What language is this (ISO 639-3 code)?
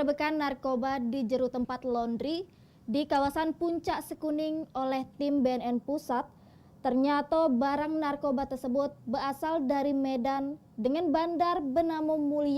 mui